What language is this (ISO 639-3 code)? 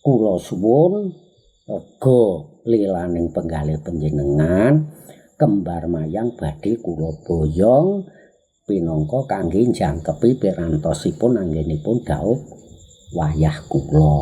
jav